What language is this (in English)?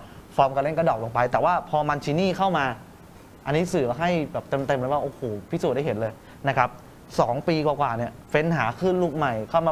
Thai